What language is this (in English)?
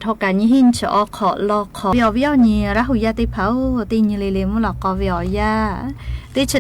Lahu